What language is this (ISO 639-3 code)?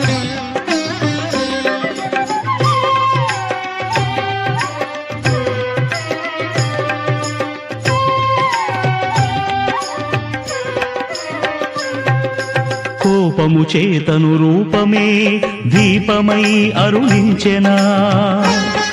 tel